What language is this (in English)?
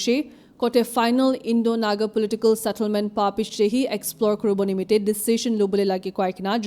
Naga Pidgin